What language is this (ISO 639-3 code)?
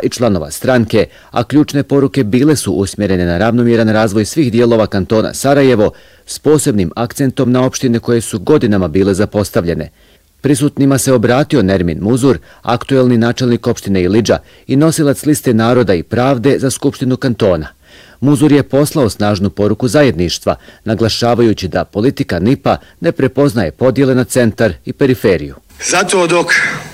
bos